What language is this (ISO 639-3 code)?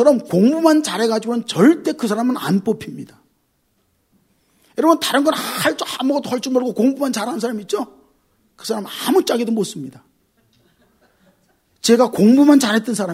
kor